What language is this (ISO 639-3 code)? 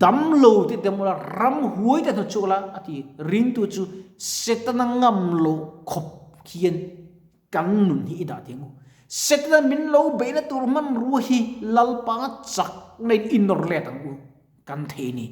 lus